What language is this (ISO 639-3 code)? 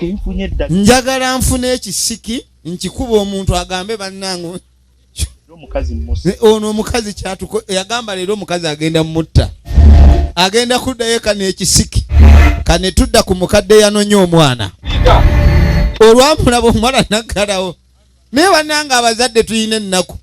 lug